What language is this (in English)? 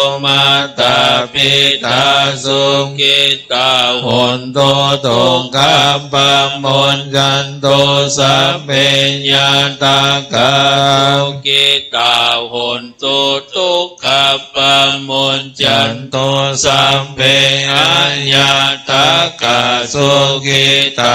Pali